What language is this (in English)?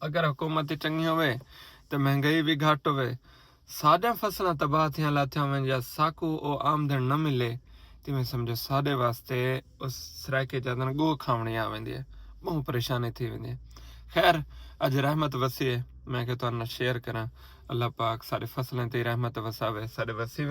Saraiki